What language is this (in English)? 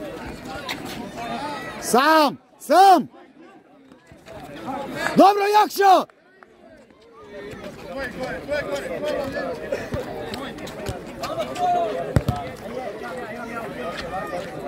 Croatian